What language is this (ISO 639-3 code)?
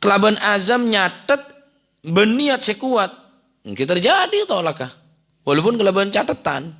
mad